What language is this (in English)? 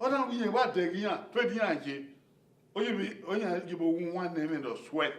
Bini